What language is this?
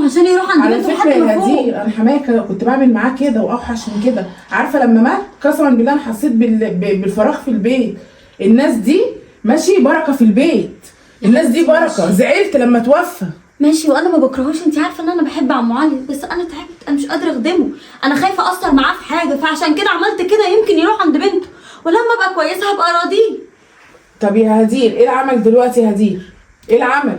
Egyptian Arabic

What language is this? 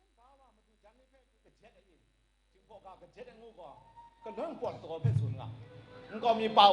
Kachin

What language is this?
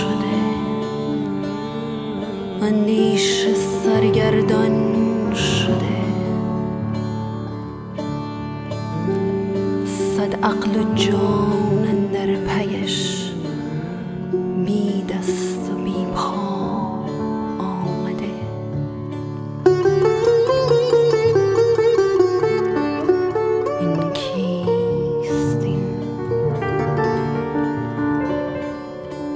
Persian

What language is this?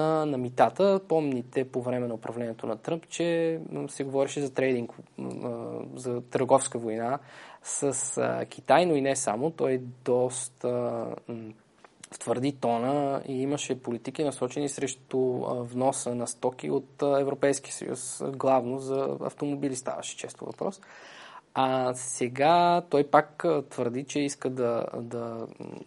Bulgarian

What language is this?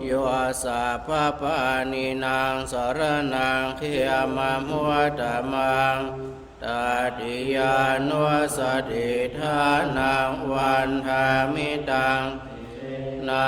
Pali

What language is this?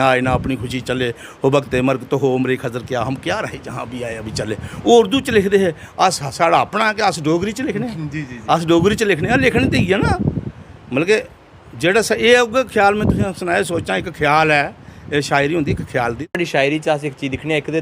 Dogri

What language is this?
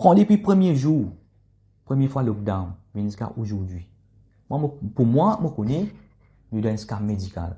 Morisyen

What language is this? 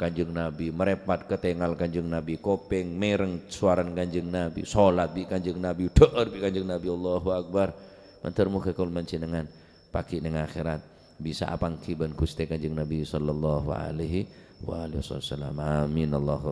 Madurese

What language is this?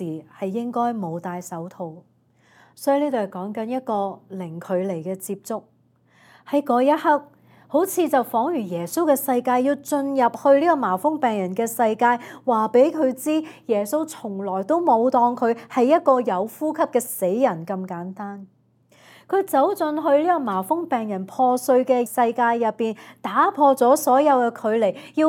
Cantonese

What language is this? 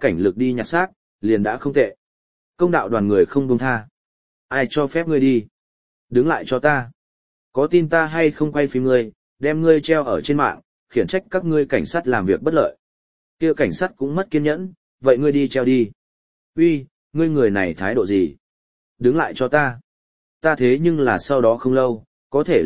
Vietnamese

